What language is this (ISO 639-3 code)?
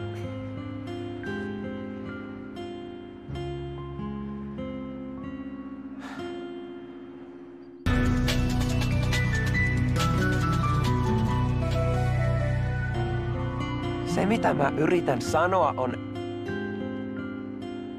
fin